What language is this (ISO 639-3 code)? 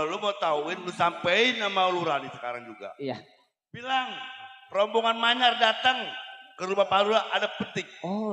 bew